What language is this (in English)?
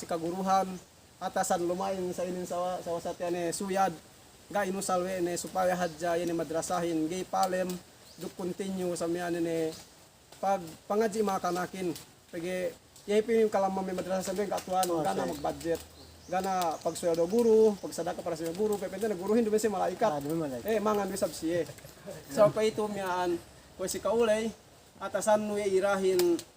Yakan